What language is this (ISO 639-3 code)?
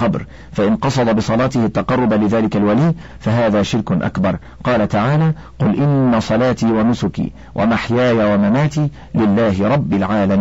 ara